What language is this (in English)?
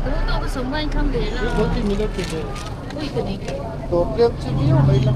Mizo